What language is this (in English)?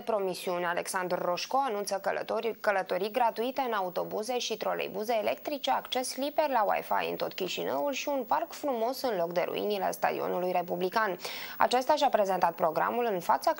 Romanian